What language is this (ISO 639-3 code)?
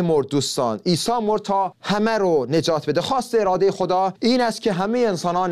fas